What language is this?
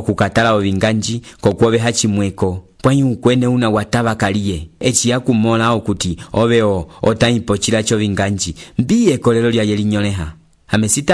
Umbundu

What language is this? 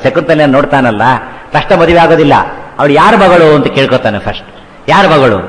Kannada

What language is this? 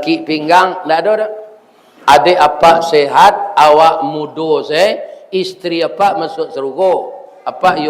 Minangkabau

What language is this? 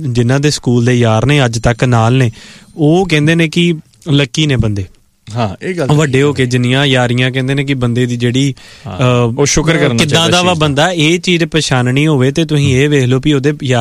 Punjabi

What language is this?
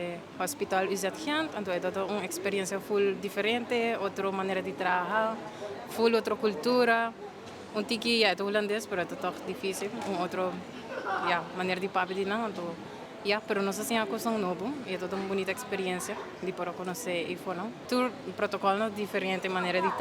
Papiamento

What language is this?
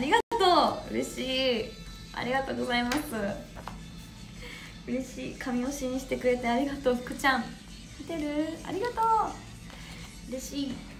Japanese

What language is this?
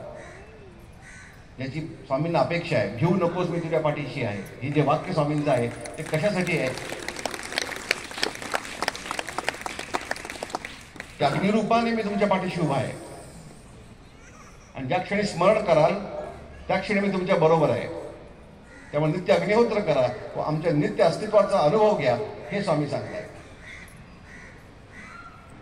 Marathi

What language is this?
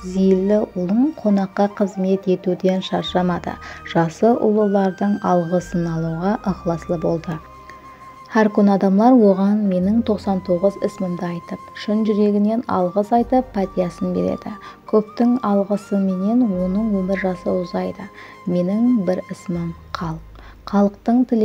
Kara-Kalpak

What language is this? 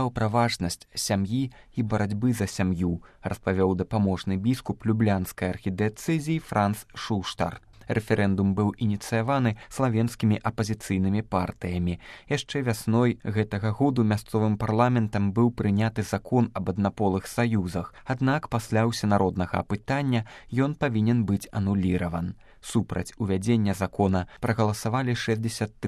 Belarusian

